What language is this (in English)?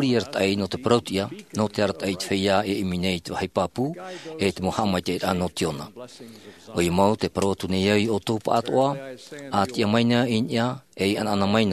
Tahitian